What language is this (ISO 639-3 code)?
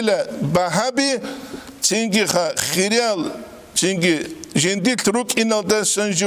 ava